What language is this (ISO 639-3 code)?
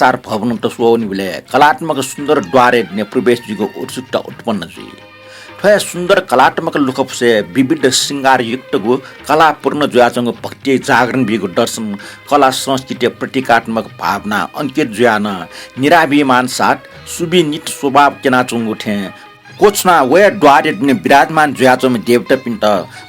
new